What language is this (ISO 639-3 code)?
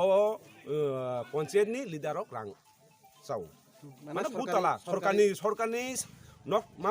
trp